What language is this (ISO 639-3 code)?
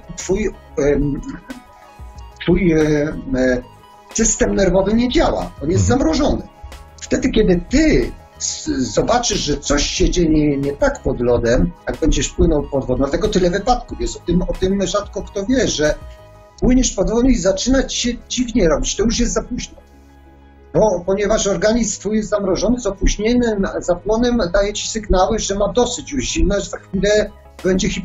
pol